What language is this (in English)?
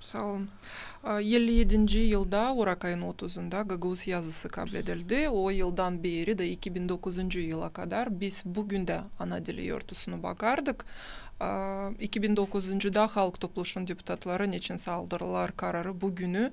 Gagauz